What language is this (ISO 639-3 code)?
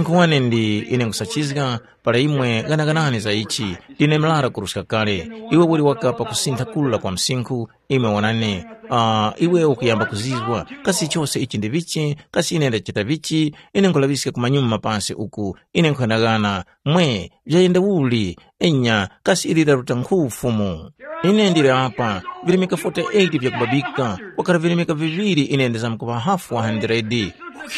tum